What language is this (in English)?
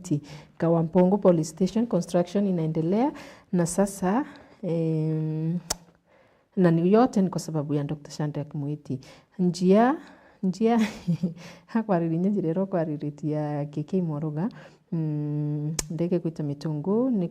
Meru